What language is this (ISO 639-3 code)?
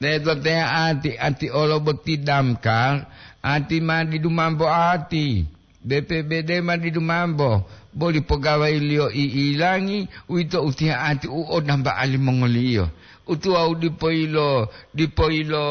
gor